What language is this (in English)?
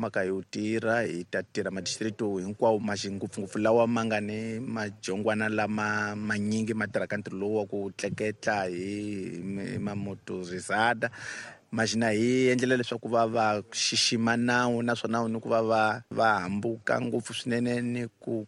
Tsonga